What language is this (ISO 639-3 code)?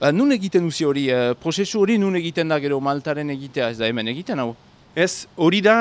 eus